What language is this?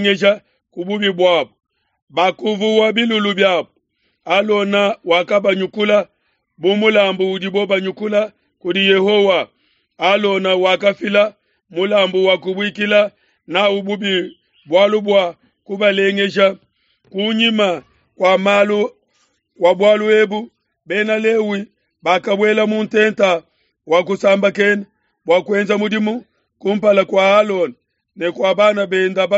Luba-Lulua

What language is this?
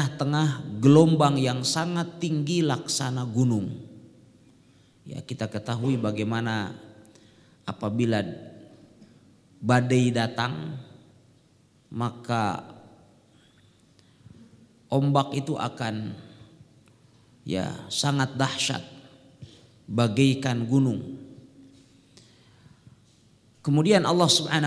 Indonesian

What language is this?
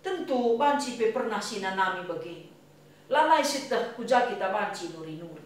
Batak Karo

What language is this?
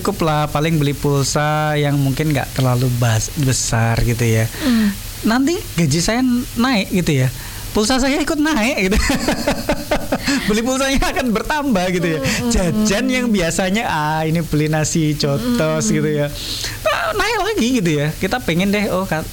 Indonesian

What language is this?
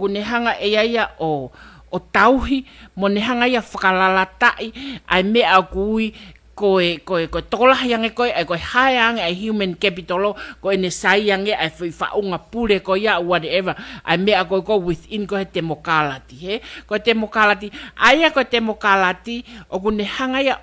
Tongan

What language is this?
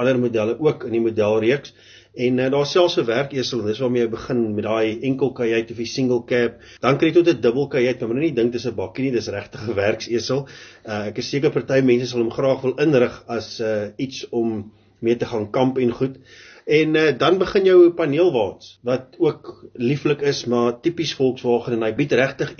Afrikaans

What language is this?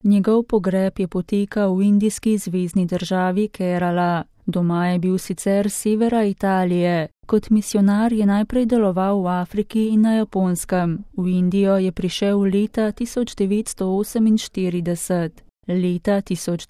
Slovenian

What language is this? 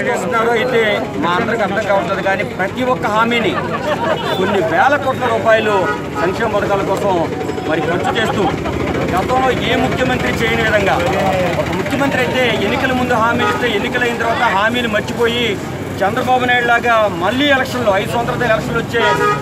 Telugu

